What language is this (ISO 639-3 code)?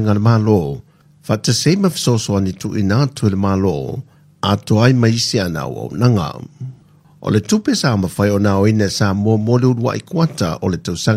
smo